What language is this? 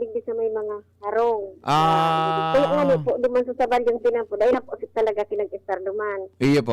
Bikol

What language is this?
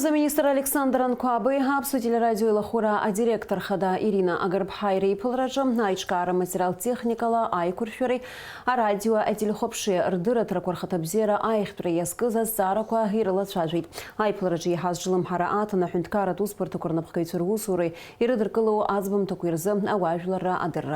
Abkhazian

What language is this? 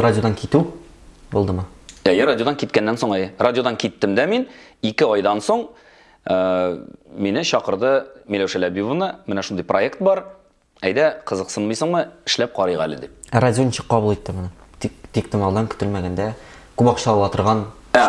Tatar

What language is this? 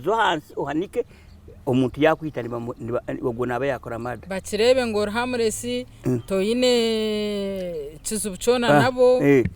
Nyankole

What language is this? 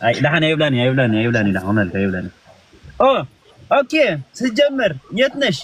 Tigrinya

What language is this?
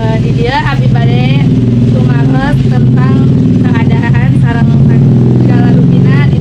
Sundanese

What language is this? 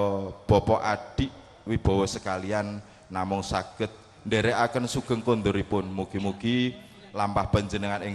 Javanese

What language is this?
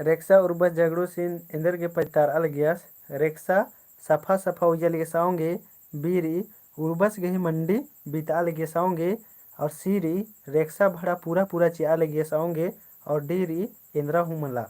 Kurukh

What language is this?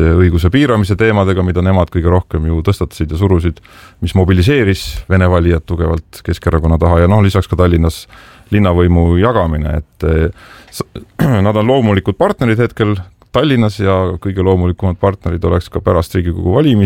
Estonian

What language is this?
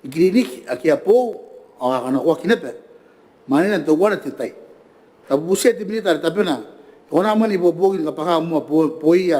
Gilbertese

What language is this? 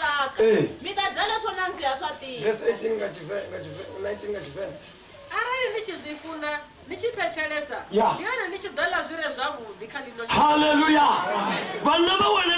Venda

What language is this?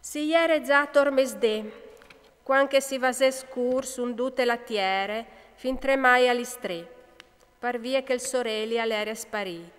Friulian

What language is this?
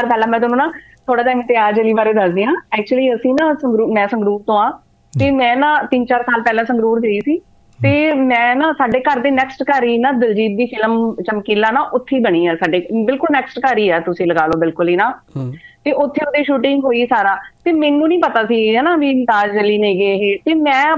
Punjabi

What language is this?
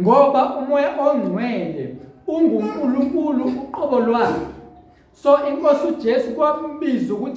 Zulu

